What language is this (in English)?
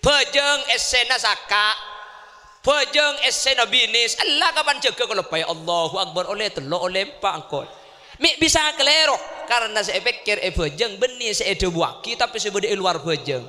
Madurese